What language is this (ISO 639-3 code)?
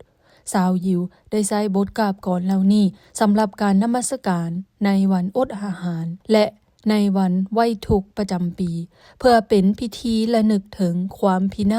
lao